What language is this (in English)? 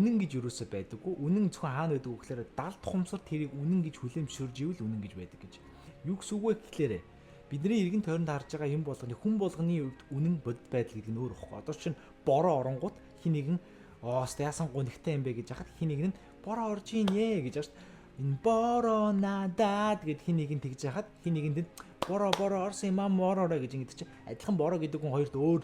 Mongolian